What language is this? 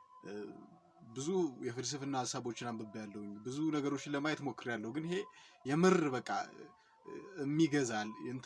Amharic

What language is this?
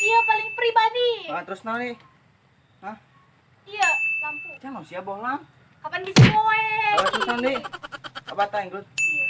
Sundanese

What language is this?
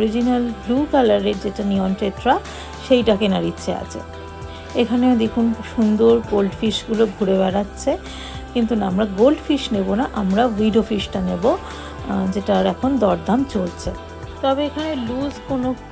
Bangla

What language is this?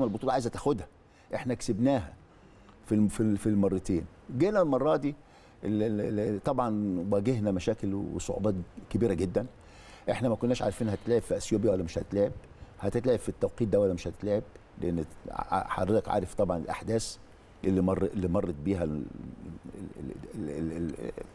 Egyptian Arabic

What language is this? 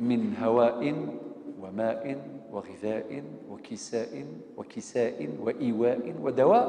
Kabyle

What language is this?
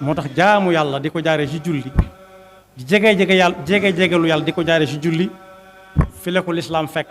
Wolof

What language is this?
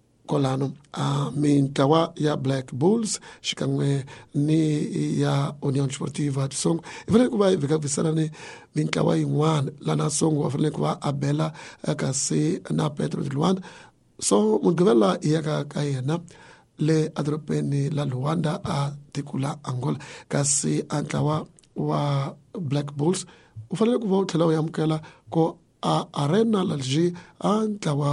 Tsonga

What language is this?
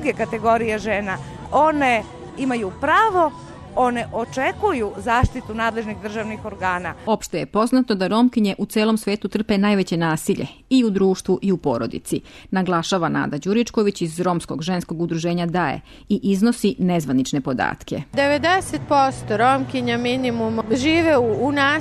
Serbian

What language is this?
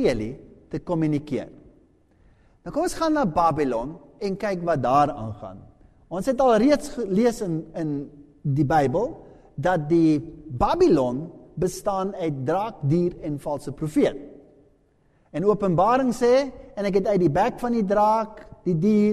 Afrikaans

